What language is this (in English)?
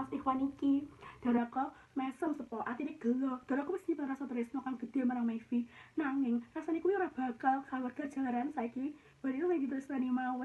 Javanese